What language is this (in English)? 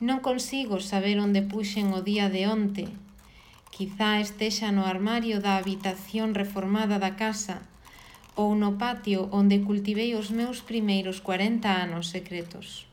Galician